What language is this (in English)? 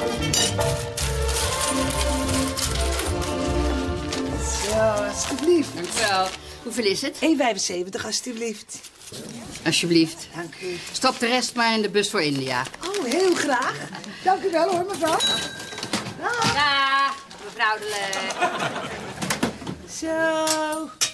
Dutch